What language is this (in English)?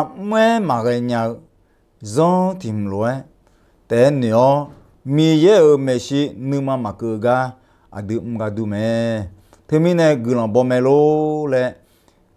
Akha